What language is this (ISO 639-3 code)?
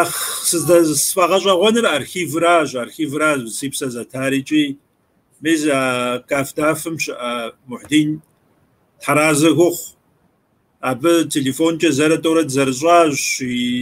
kbd